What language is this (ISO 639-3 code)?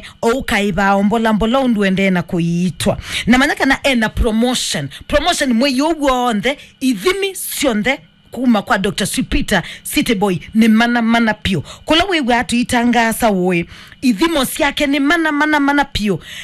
kam